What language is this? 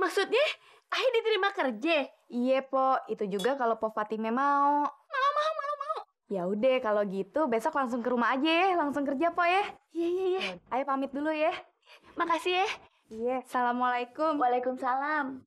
Betawi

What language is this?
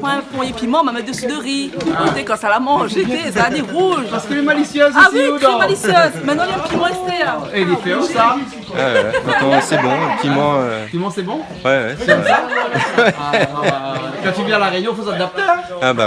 Réunion Creole French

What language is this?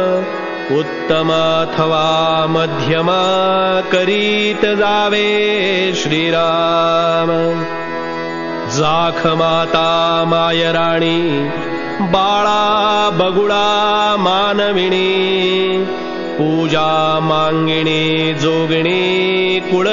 Marathi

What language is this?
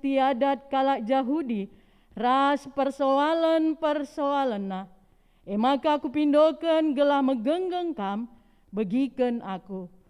Batak Karo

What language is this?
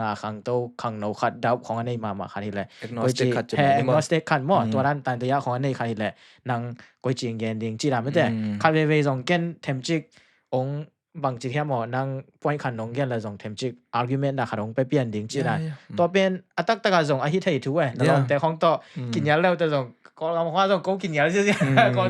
Tedim Chin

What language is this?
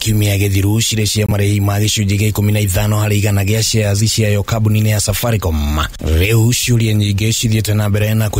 Kikuyu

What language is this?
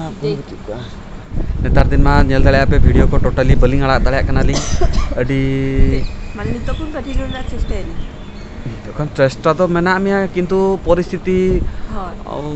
Santali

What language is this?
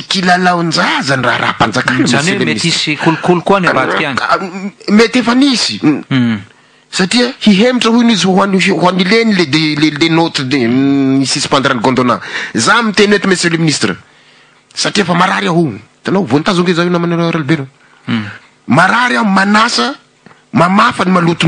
Malagasy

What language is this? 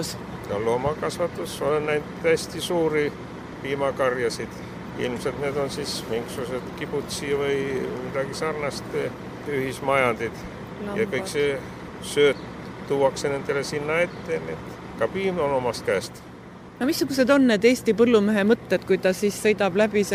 Estonian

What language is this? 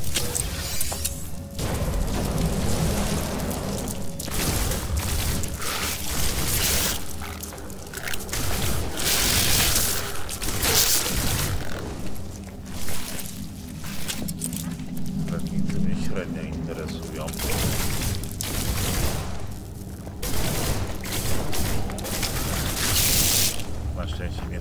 Polish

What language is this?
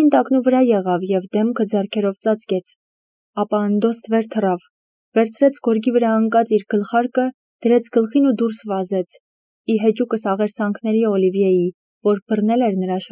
Armenian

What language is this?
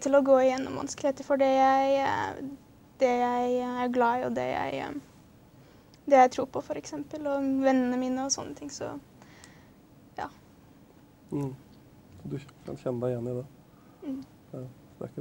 Norwegian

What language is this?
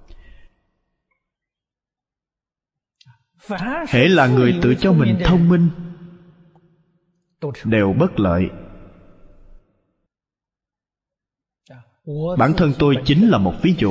Vietnamese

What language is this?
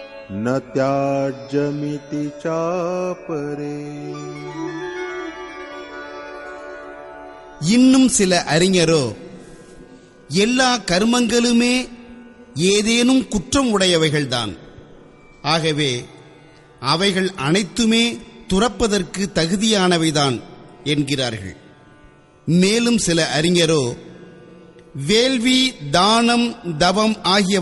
Tamil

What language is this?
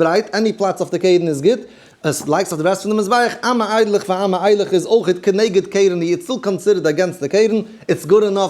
Yiddish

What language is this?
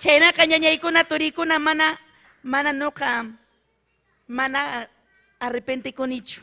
Ayacucho Quechua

